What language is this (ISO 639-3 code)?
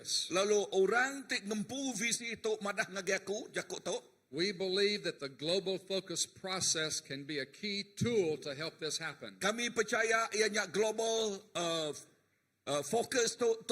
iba